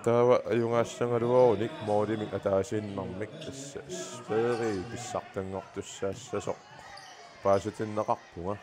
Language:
Kalaallisut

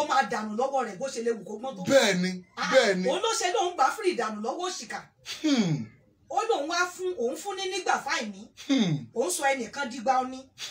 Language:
Yoruba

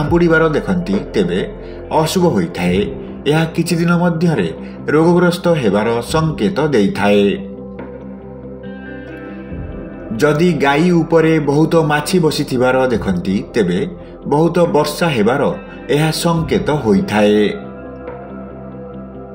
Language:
Odia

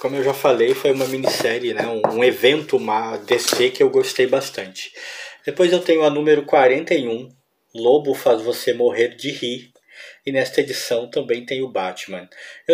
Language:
Portuguese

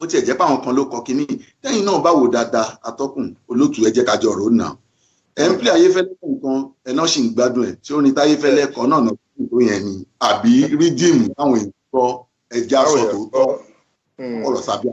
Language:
Yoruba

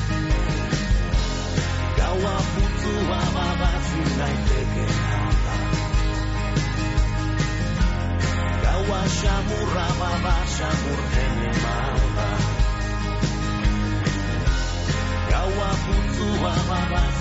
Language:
Basque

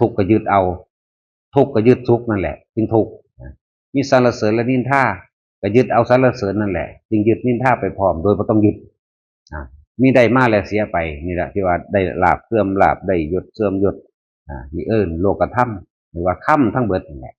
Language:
Northeastern Thai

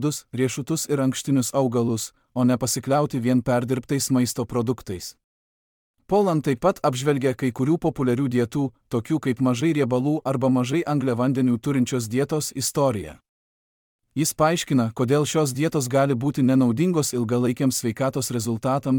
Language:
Lithuanian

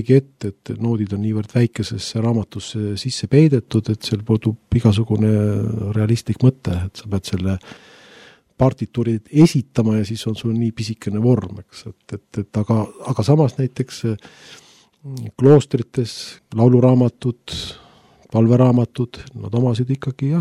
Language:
Estonian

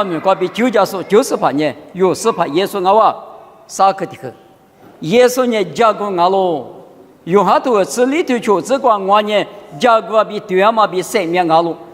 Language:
Lisu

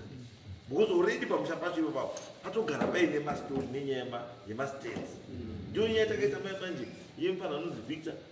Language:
Shona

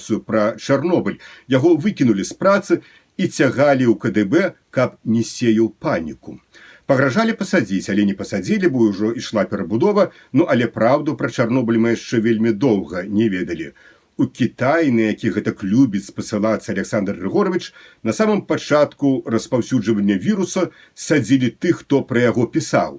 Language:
Belarusian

